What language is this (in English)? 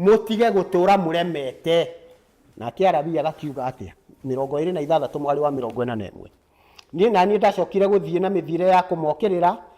Kikuyu